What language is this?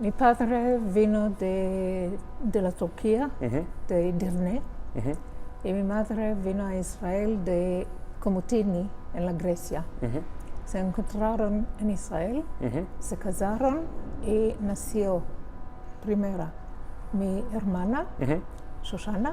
Ladino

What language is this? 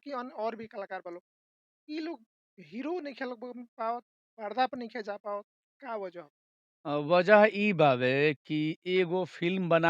Bhojpuri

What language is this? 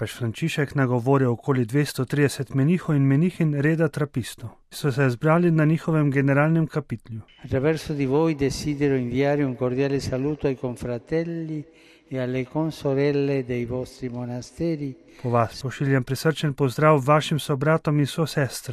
Slovenian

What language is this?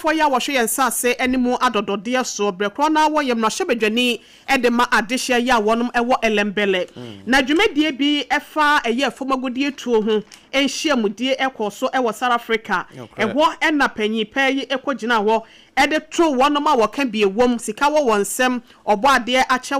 Akan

